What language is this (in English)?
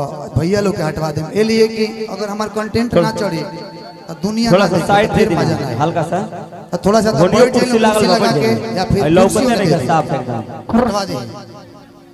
Bhojpuri